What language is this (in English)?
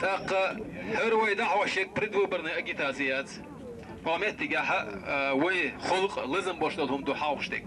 Chechen